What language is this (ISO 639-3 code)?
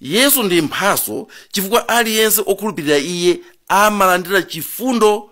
nya